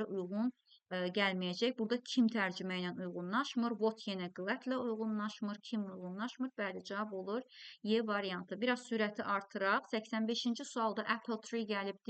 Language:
Azerbaijani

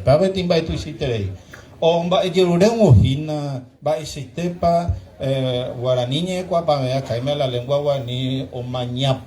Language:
Guarani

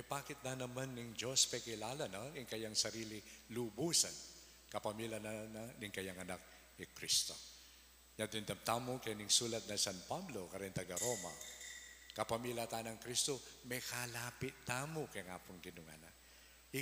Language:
Pampanga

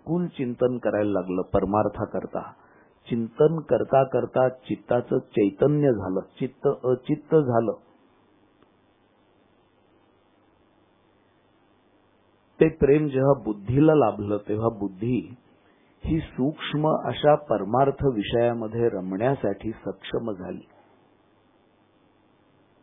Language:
Marathi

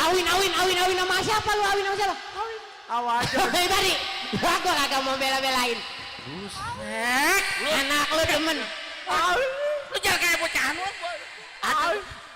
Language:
Betawi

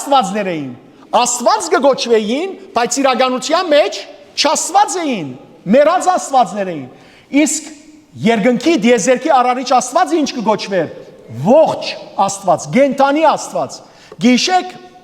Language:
Western Armenian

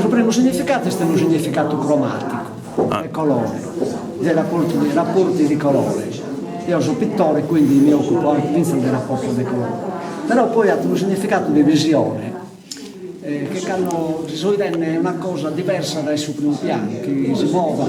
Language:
Sardinian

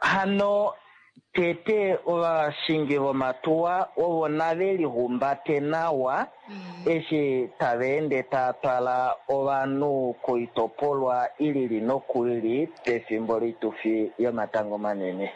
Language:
Kuanyama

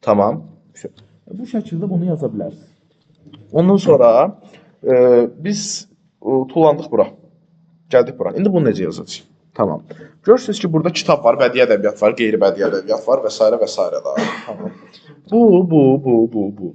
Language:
Azerbaijani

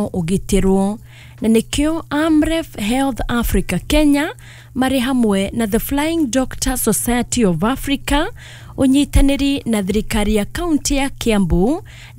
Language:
Kikuyu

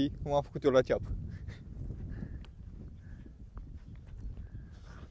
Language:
Romanian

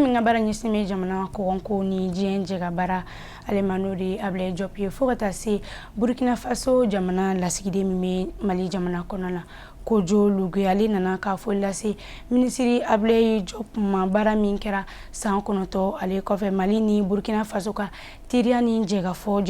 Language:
Bambara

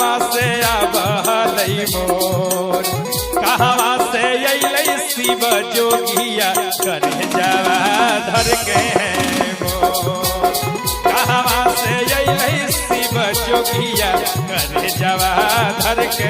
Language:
Magahi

